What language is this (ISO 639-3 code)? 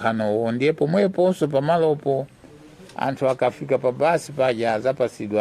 nya